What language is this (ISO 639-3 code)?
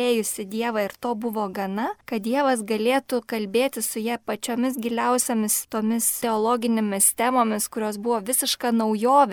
lit